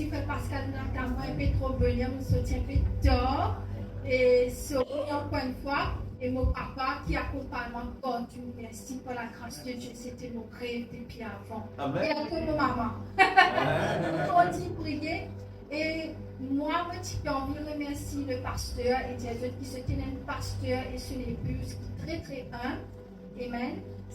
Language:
Morisyen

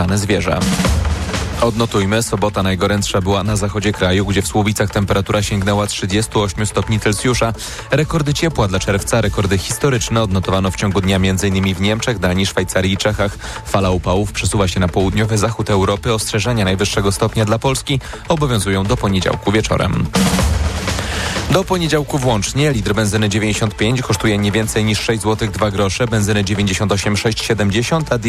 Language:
Polish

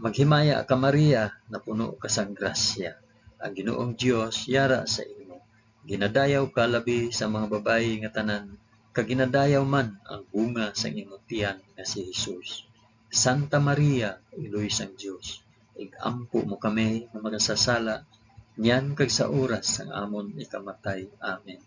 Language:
Hiligaynon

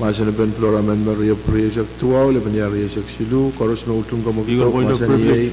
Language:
Pohnpeian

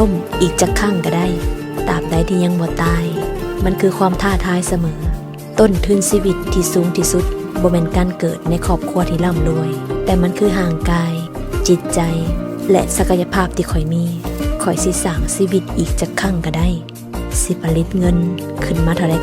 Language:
Lao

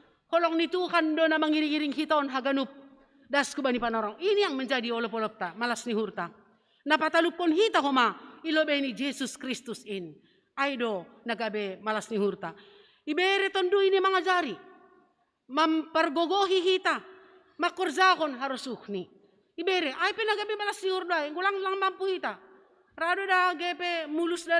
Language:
Batak Simalungun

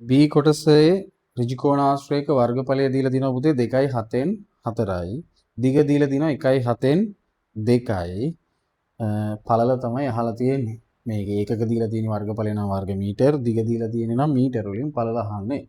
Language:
Sinhala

